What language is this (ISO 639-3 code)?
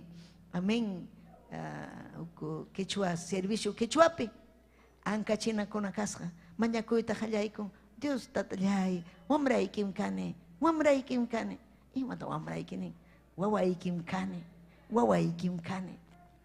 quy